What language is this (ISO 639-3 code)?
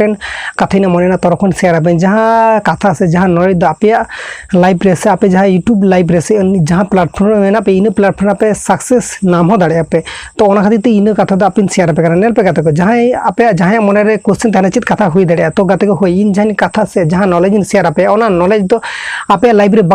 sat